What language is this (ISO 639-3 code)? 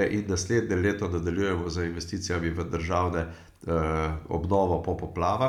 slv